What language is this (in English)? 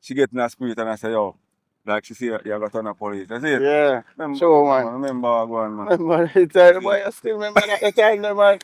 Jamaican Creole English